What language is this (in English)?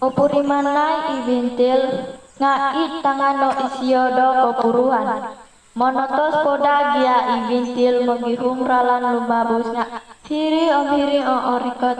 Central Dusun